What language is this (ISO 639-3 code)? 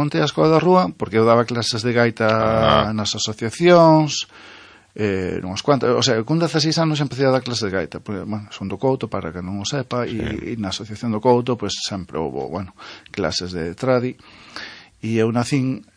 glg